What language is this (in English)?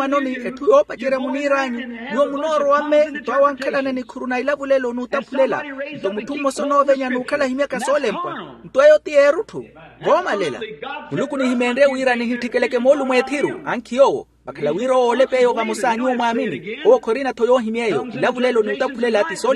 Makhuwa